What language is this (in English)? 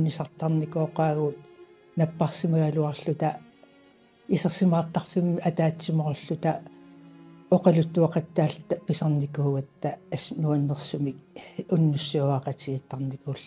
Kalaallisut